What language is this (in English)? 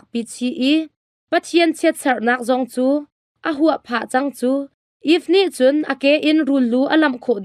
Hakha Chin